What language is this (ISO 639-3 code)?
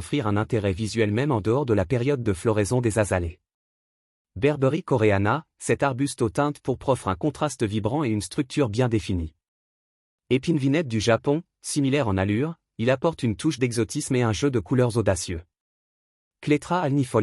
fra